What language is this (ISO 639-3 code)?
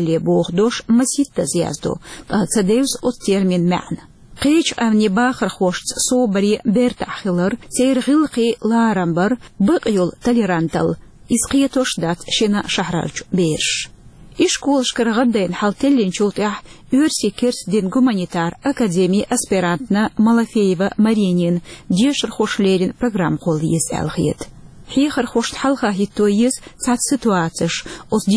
che